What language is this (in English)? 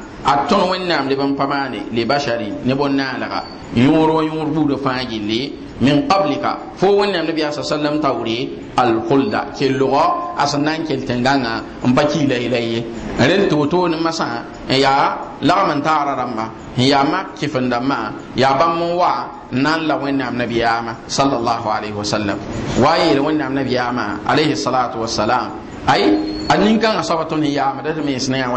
Mossi